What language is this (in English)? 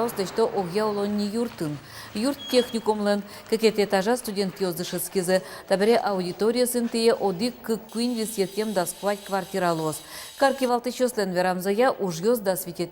Udmurt